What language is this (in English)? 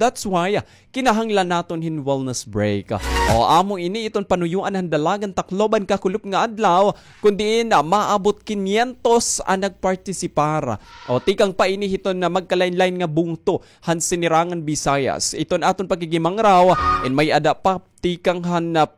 Waray